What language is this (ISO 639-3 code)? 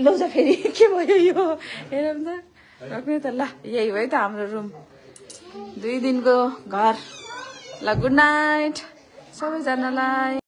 nep